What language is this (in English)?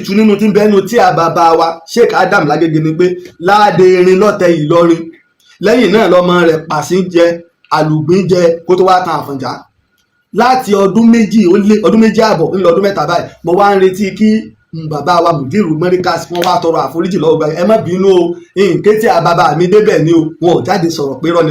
Yoruba